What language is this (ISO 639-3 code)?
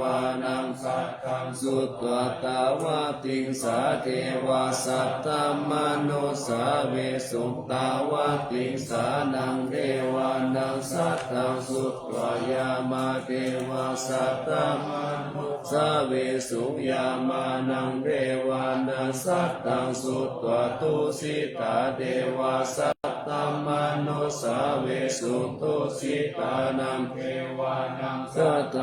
pli